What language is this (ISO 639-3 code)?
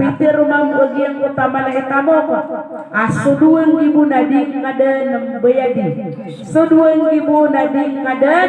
mrw